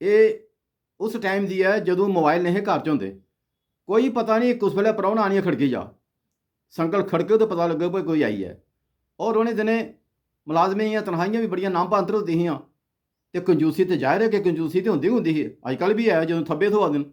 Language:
Dogri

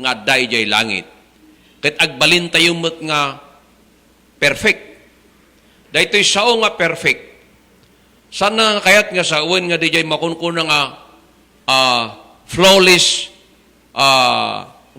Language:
Iloko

